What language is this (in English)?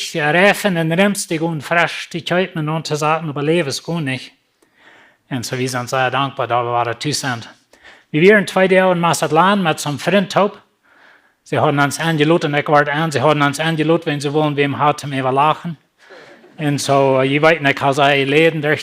Plautdietsch